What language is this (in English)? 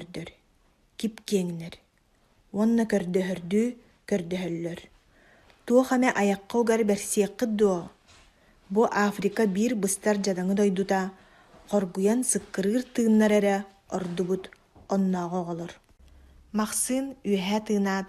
Yakut